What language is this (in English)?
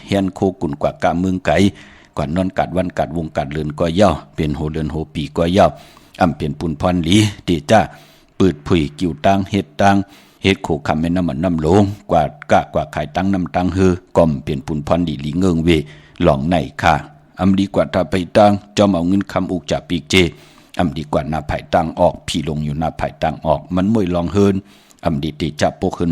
Shan